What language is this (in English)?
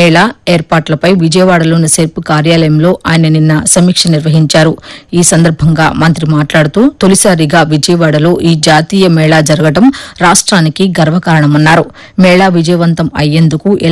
Telugu